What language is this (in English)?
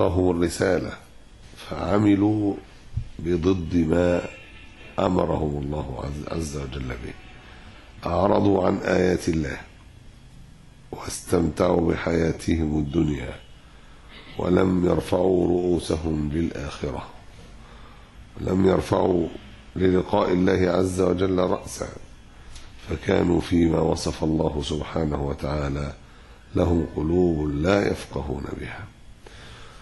Arabic